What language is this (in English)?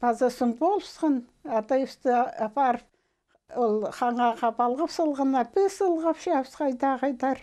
Khakas